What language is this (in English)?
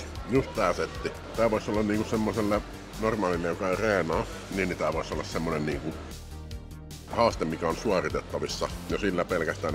Finnish